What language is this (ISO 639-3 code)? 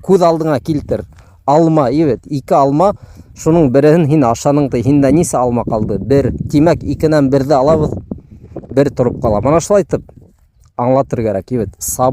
bak